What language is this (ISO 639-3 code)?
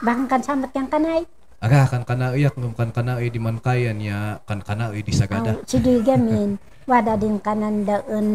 kne